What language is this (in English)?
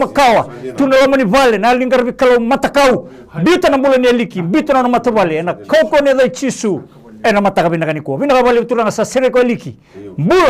Fijian